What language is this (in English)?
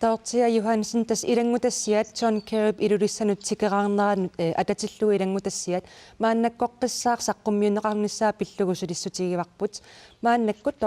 Kalaallisut